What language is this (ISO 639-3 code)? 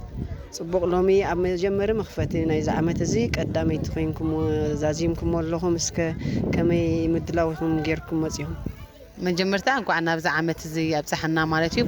tir